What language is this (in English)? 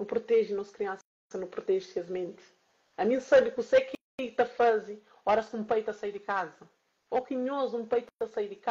Kabuverdianu